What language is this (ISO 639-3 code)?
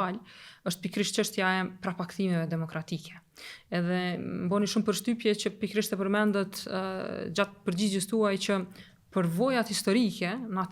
sqi